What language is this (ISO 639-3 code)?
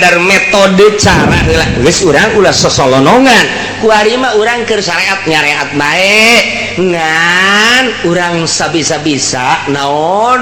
sun